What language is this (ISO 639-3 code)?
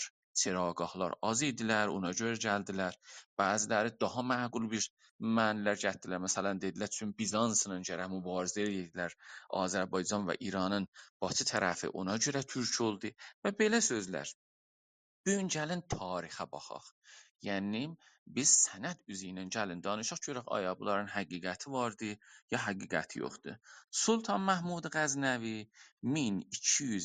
azb